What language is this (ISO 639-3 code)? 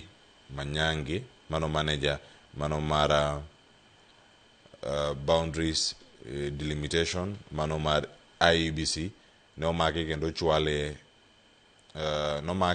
luo